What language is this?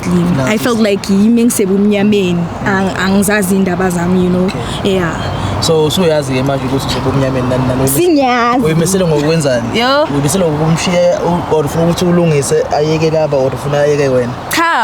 Zulu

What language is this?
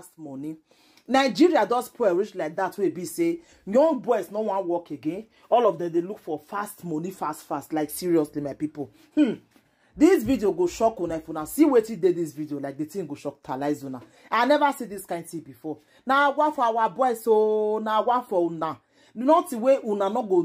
Nigerian Pidgin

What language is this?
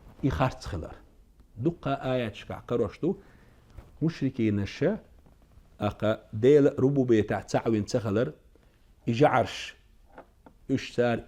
Chechen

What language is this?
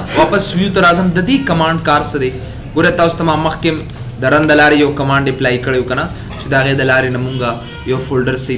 Pashto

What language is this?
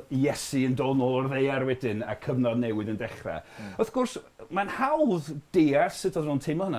Welsh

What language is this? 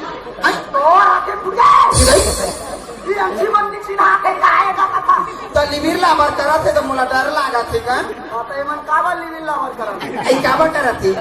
Chhattisgarhi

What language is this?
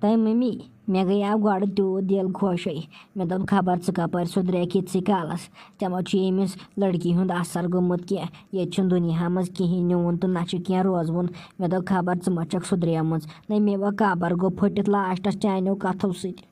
Kashmiri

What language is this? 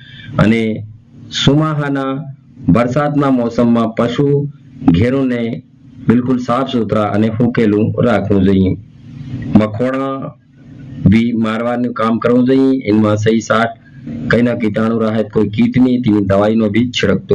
Gujarati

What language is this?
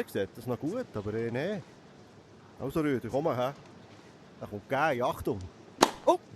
Swiss German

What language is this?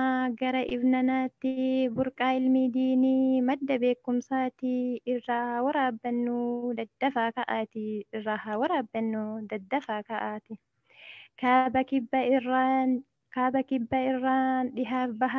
Oromo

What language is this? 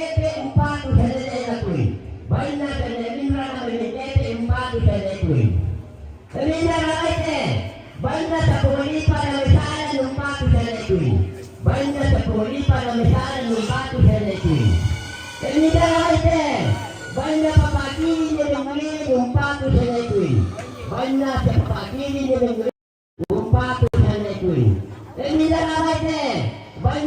Toraja-Sa'dan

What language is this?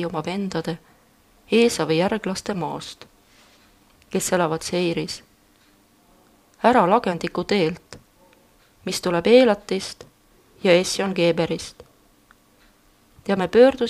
Estonian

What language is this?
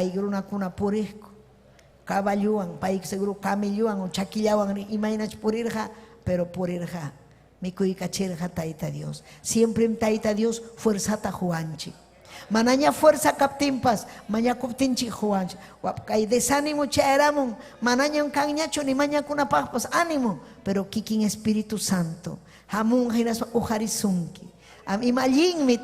Ayacucho Quechua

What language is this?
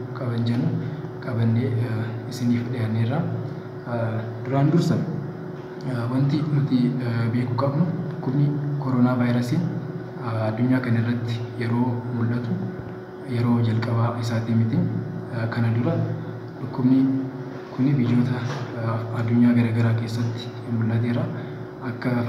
Oromo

